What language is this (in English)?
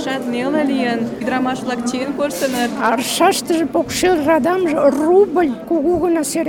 Mari